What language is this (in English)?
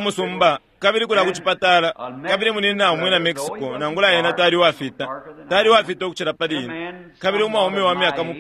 Bemba